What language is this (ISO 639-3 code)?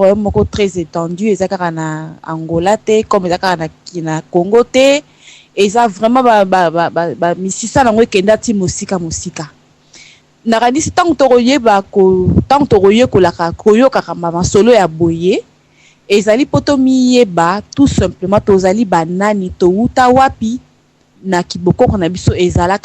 lin